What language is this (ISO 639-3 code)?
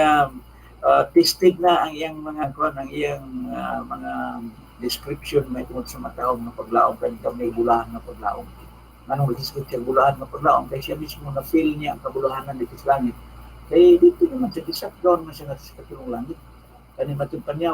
ceb